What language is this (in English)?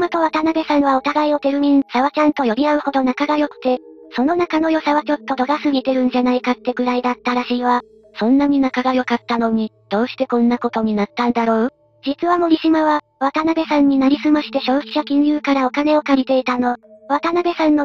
Japanese